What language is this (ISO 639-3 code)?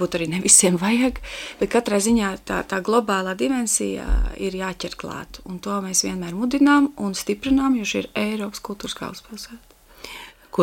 lav